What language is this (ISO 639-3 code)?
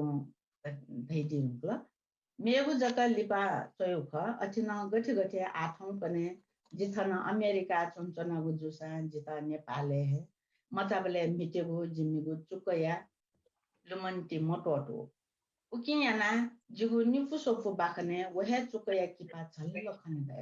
new